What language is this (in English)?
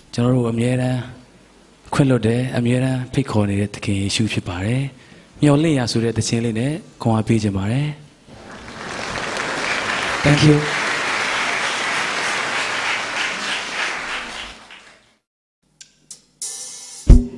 Burmese